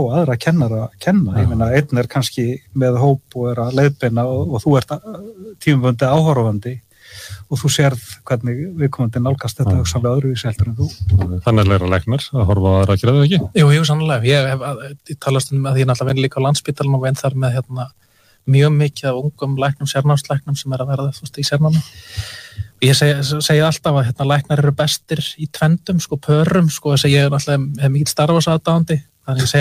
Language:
Icelandic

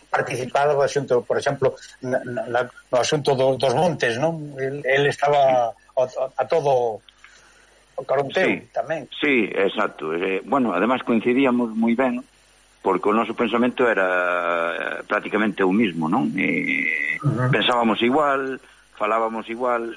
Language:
Galician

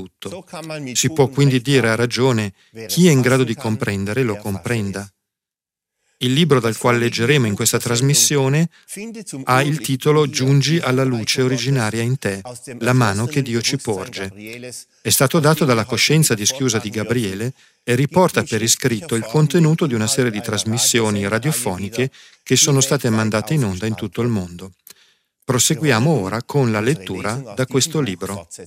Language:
Italian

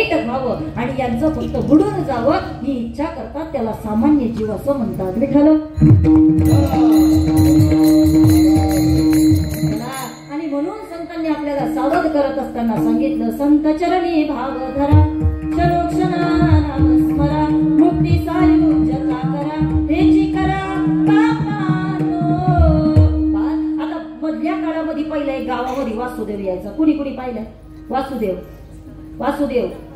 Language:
Marathi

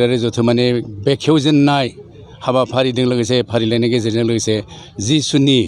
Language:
Bodo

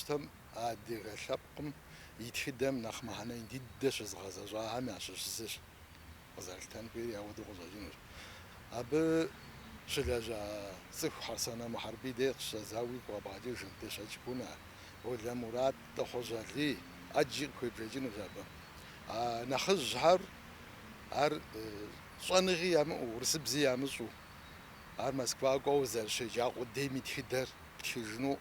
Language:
Kabardian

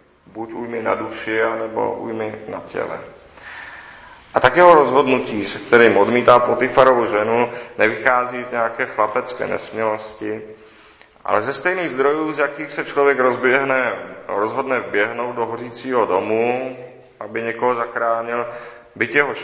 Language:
Czech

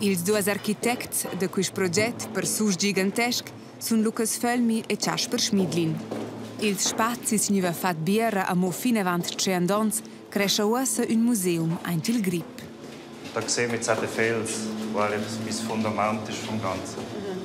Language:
Romansh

